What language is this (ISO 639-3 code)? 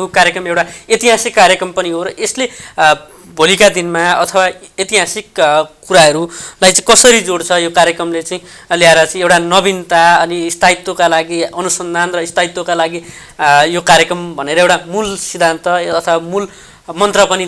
nep